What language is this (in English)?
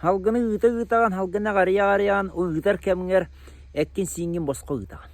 Yakut